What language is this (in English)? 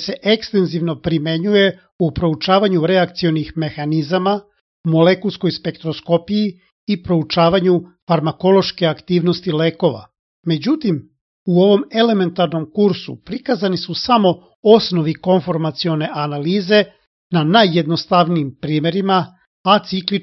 Serbian